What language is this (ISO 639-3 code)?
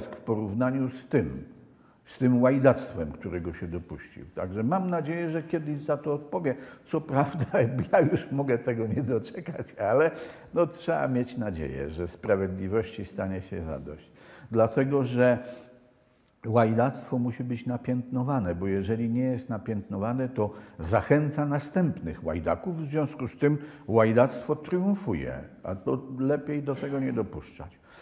pol